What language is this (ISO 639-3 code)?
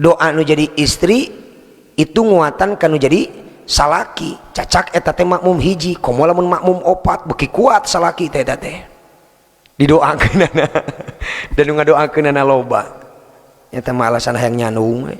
sun